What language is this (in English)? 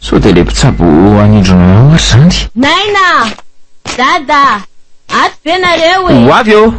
Malagasy